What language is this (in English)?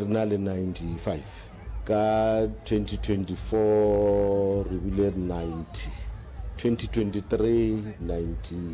Northern Sotho